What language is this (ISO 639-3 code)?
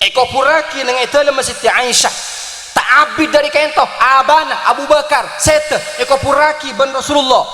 mad